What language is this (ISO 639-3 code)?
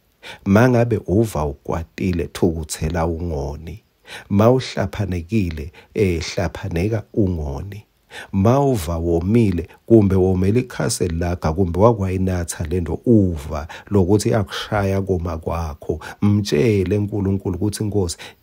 ssw